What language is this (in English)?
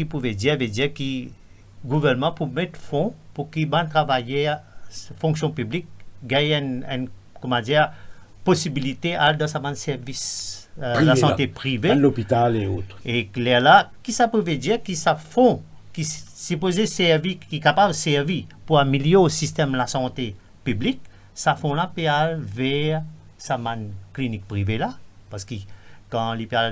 Morisyen